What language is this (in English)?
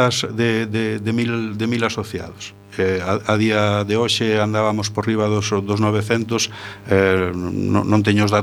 Galician